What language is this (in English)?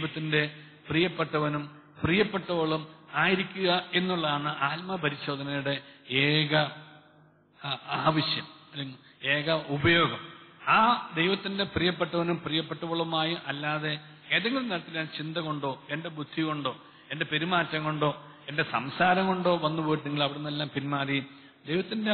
Malayalam